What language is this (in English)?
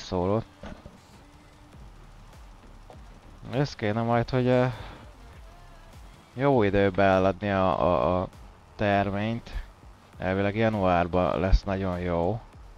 Hungarian